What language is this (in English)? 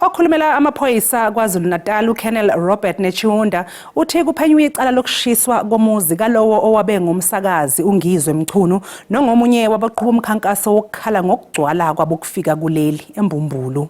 Zulu